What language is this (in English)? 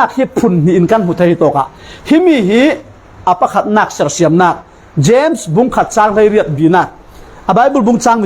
Falam Chin